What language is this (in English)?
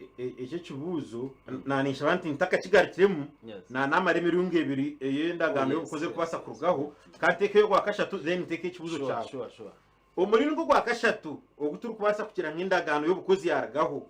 Nyankole